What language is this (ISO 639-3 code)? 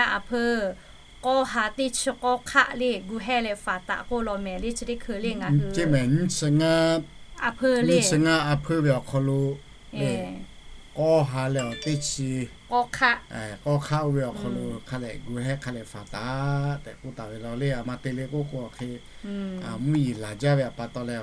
lhu